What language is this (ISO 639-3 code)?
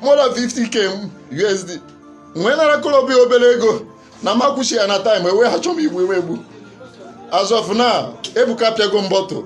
ibo